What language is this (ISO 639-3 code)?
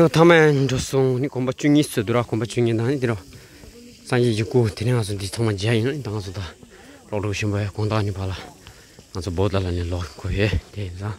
bod